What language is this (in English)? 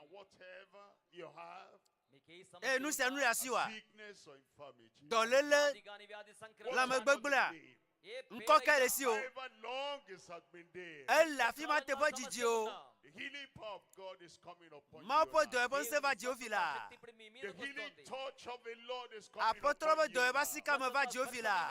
Ewe